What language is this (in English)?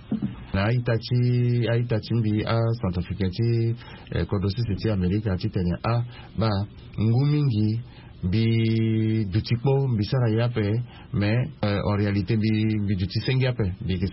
Sango